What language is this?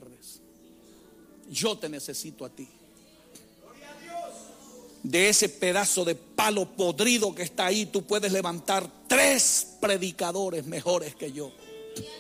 Spanish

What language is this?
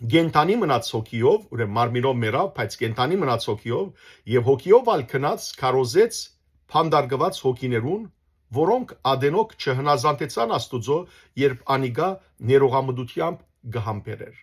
Western Armenian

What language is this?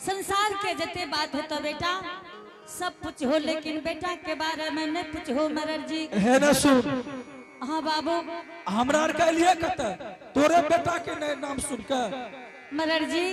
Angika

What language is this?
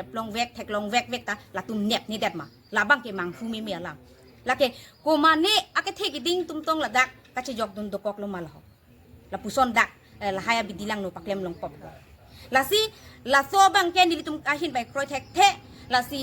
Karbi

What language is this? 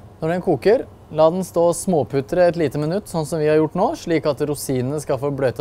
Norwegian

